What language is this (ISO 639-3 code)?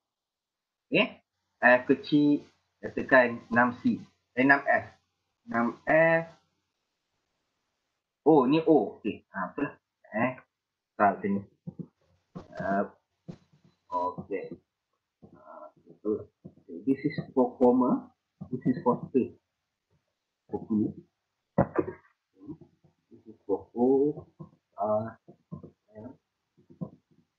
msa